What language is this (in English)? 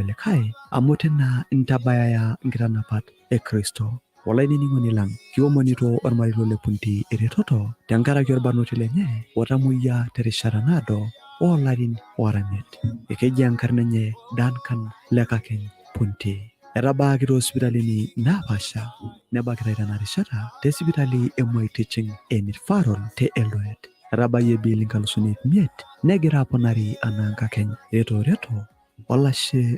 Masai